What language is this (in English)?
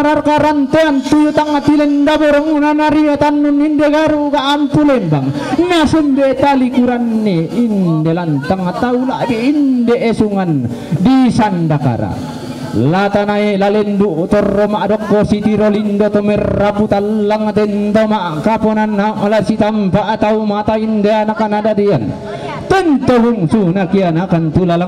Toraja-Sa'dan